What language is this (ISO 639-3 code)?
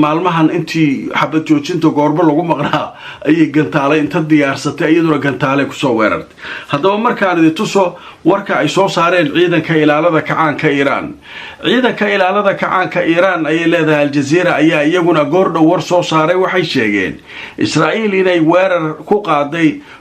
som